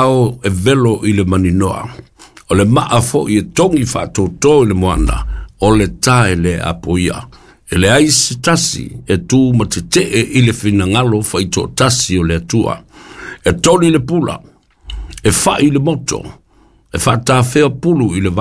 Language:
Samoan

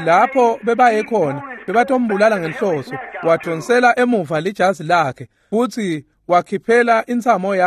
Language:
Swati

